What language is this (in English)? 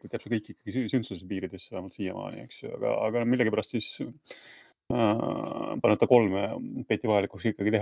Estonian